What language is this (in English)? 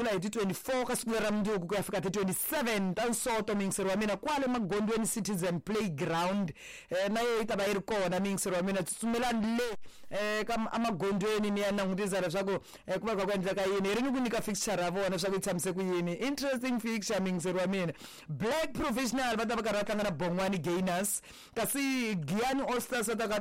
Tsonga